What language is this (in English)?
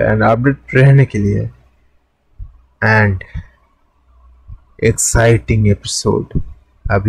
Hindi